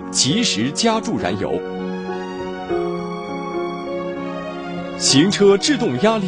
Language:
Chinese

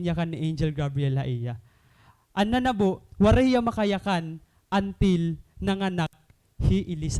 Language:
Waray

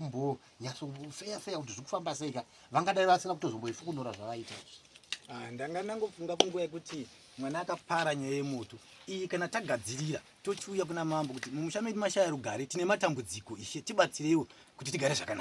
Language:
Shona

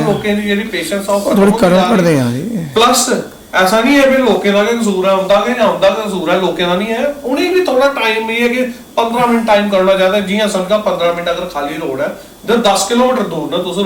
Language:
Dogri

